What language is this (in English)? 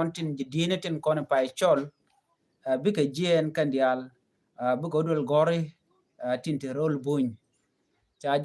Nuer